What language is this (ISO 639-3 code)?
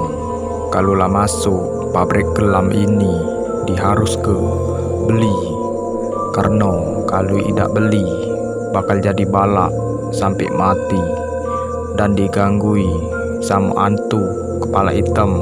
mui